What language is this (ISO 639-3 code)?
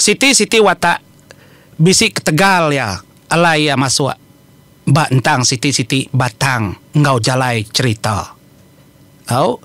iba